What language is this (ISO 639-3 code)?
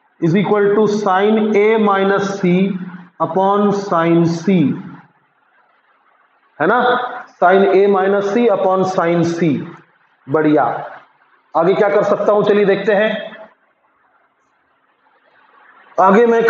hin